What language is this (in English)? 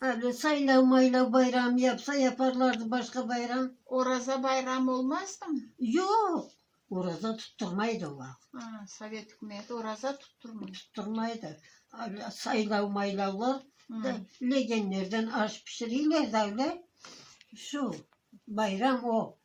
Crimean Tatar